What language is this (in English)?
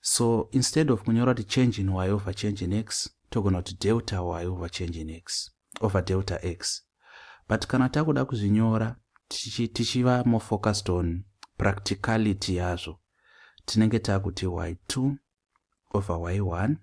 Shona